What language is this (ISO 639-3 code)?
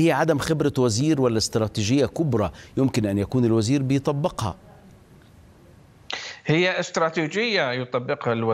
ara